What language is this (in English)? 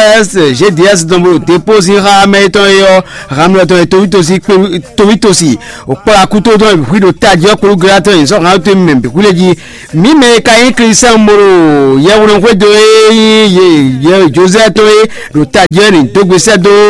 Fon